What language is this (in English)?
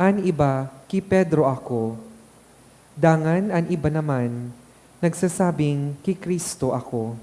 Bikol